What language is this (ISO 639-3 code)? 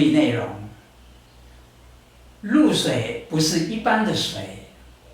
trv